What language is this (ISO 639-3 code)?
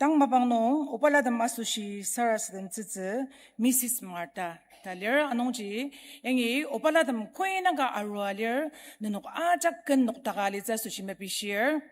njo